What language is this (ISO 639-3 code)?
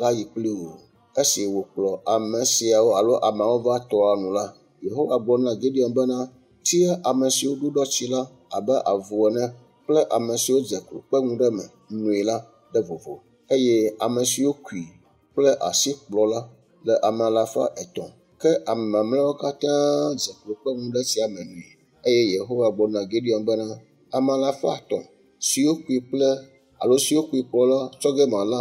ewe